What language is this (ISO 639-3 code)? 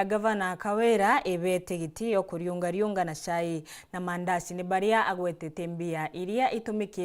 mer